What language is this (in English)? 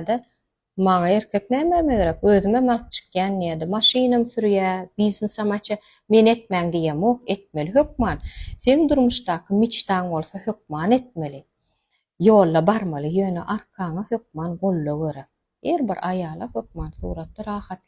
Turkmen